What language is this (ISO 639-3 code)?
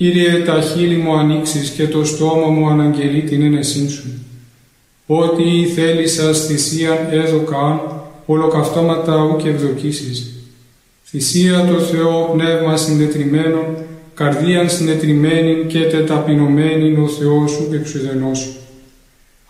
ell